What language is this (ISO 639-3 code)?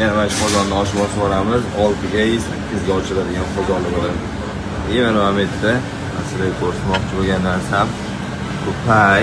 uzb